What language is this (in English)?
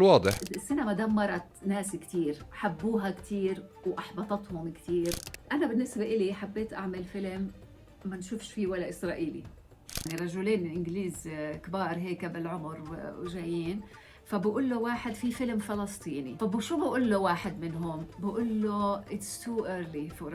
North Levantine Arabic